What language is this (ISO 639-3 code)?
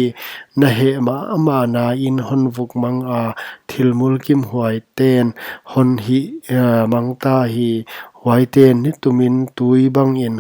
pck